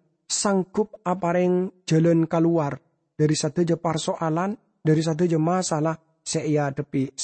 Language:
Madurese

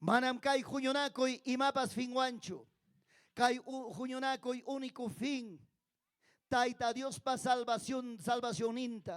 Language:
Ayacucho Quechua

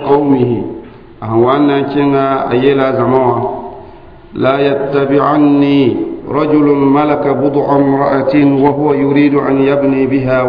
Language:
Mossi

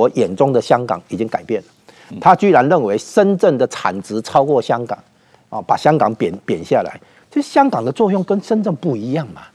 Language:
Chinese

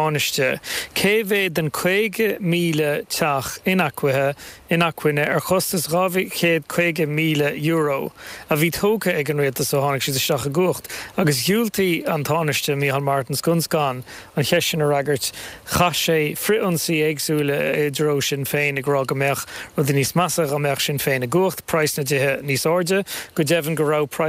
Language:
Irish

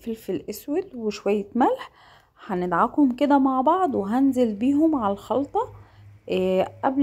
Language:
Egyptian Arabic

